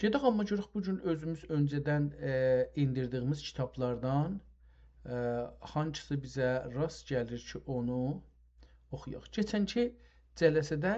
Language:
South Azerbaijani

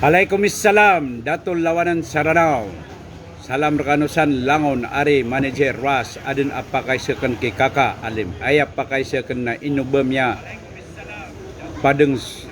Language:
Maranao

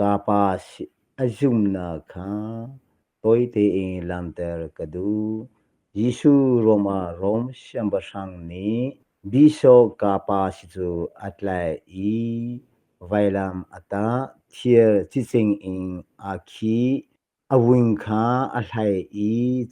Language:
Hakha Chin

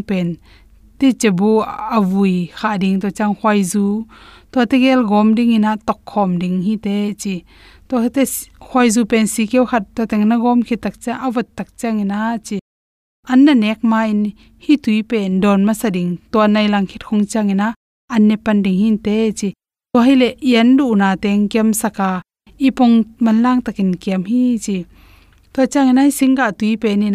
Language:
Tedim Chin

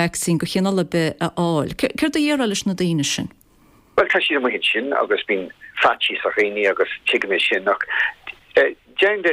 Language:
Irish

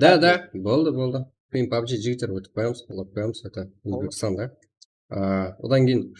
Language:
Kara-Kalpak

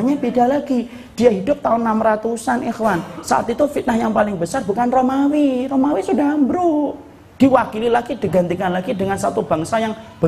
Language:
Indonesian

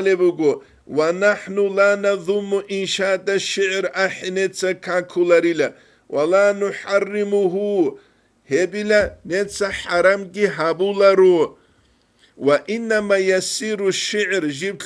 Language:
Avaric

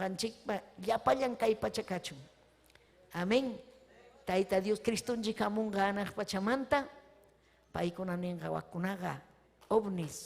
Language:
Ayacucho Quechua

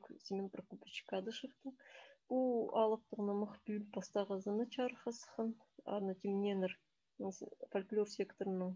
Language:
Khakas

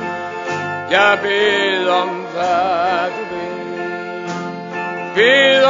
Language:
Danish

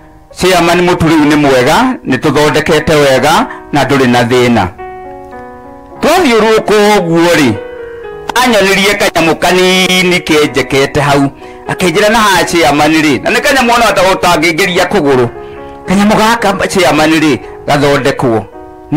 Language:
Kikuyu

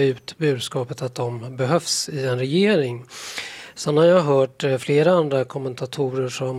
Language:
Swedish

